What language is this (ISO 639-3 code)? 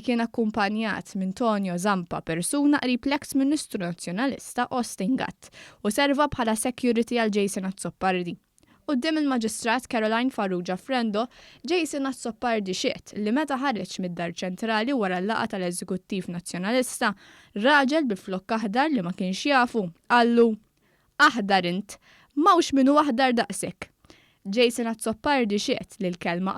mlt